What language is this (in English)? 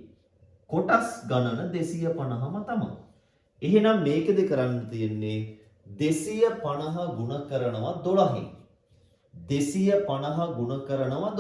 Sinhala